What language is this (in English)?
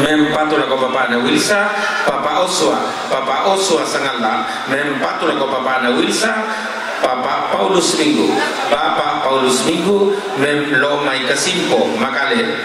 Toraja-Sa'dan